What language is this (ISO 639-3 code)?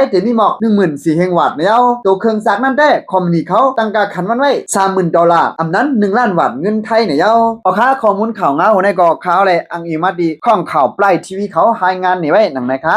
shn